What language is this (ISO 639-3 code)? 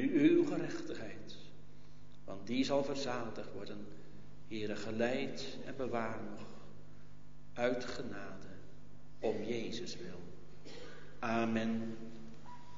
nld